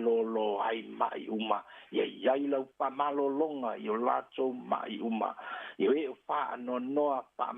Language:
Samoan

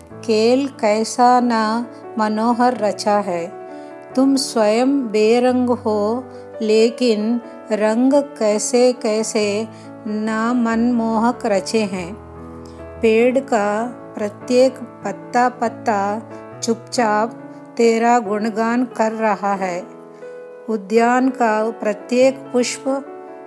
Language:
Hindi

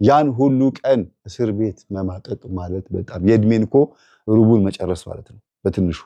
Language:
Amharic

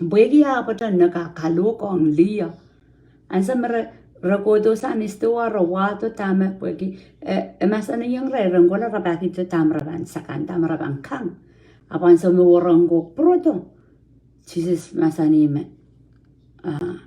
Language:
Pohnpeian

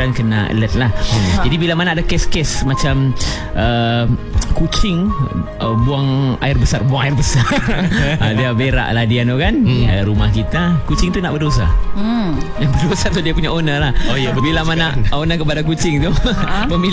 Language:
Malay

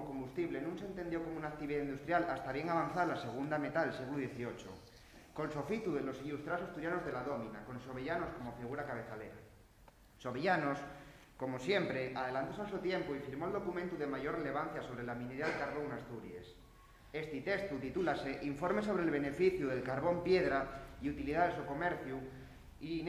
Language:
Asturian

